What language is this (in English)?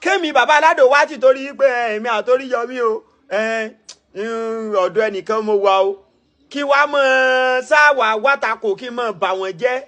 Yoruba